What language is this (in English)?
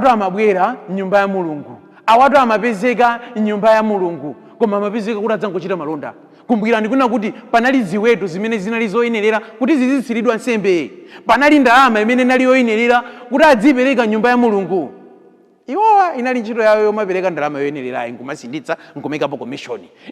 Nyanja